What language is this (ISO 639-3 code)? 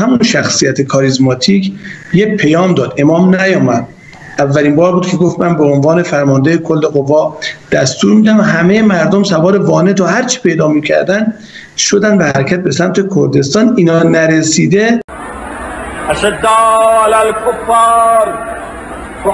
fas